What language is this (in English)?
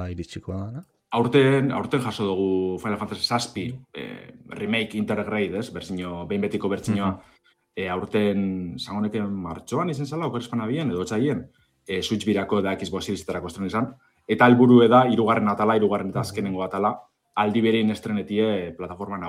Basque